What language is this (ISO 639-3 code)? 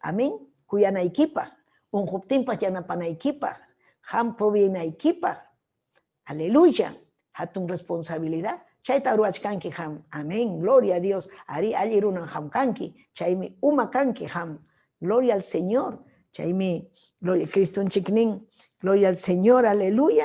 quy